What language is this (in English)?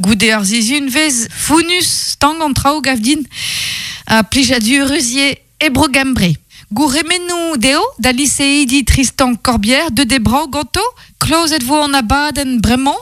Breton